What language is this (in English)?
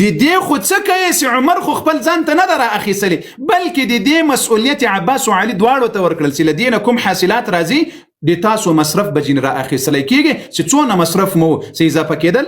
Pashto